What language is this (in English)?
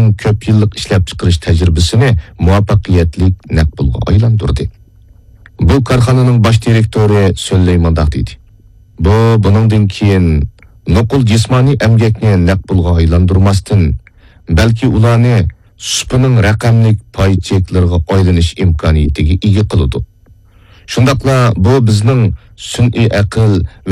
Uyghur